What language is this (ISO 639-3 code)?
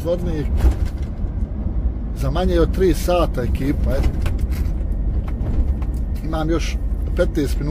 bos